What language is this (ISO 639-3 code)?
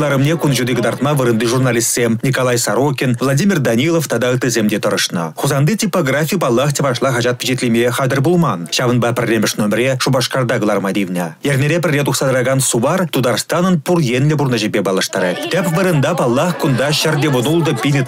chv